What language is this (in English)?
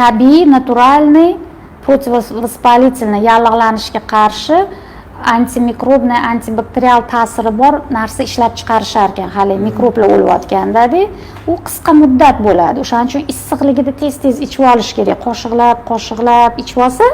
Uzbek